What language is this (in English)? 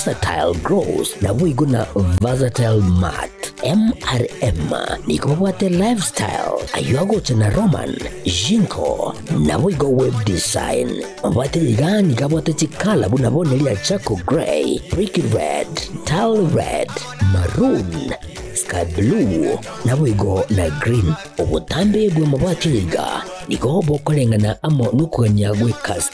Gusii